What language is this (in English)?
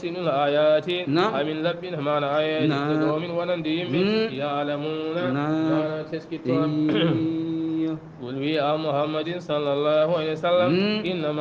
Fula